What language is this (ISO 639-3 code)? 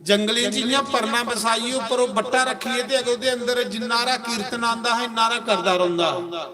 doi